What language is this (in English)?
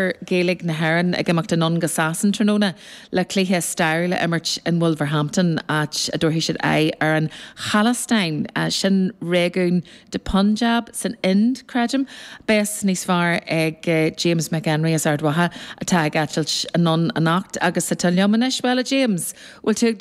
Irish